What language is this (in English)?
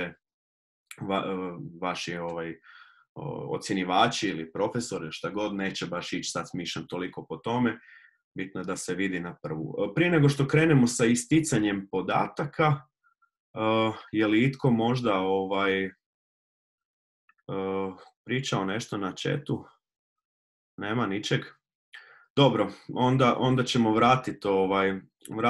Croatian